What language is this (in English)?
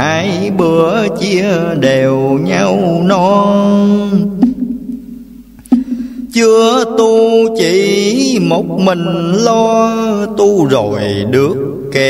Vietnamese